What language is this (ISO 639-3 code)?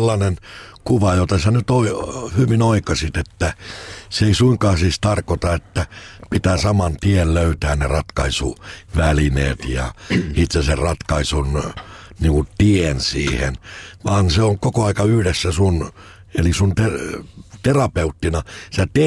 fin